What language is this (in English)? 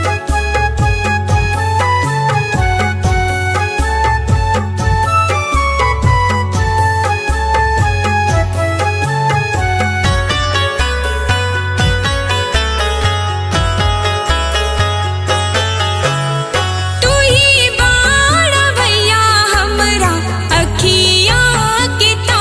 Bhojpuri